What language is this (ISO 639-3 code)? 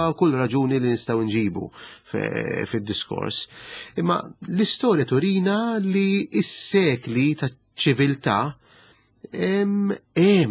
mlt